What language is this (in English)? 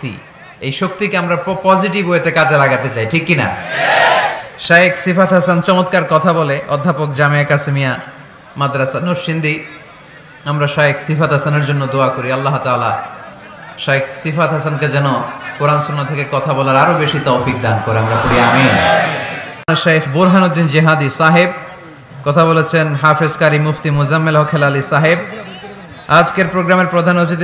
Bangla